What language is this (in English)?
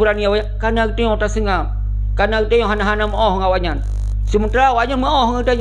Achinese